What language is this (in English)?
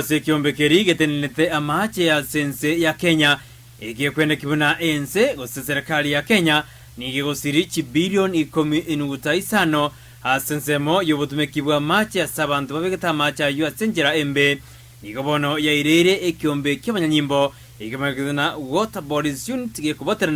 Gusii